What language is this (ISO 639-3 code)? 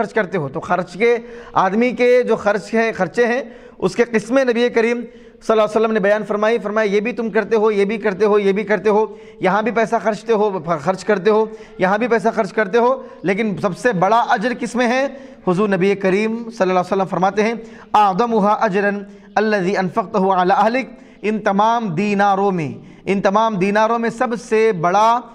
urd